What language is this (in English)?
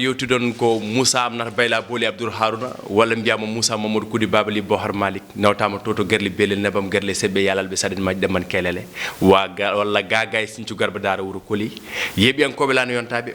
Fula